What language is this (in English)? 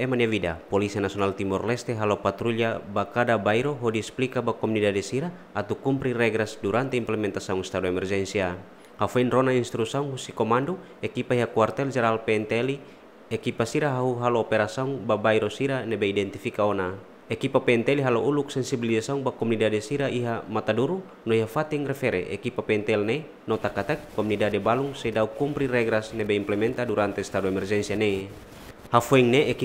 Tetum